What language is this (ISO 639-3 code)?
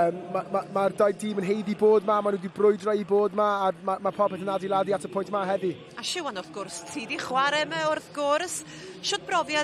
cym